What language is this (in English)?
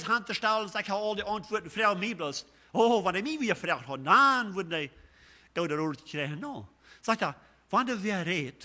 Plautdietsch